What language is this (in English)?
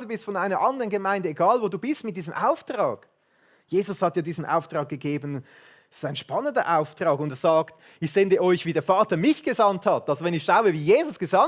Swiss German